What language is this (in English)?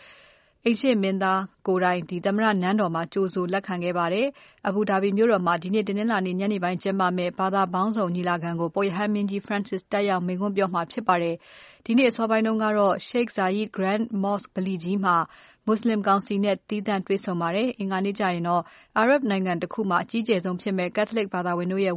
Burmese